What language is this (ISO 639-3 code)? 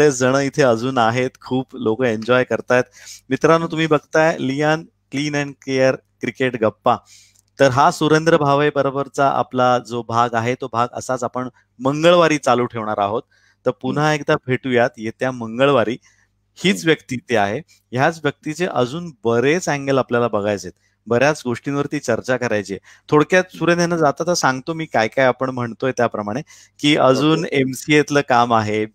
mar